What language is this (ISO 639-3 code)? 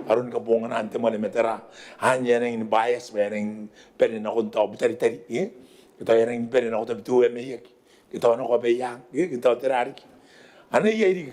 gil